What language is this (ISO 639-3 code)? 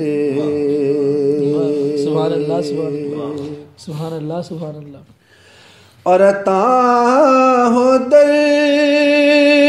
urd